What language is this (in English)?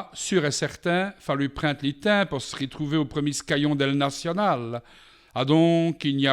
Walloon